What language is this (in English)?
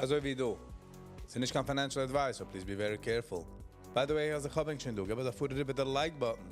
Yiddish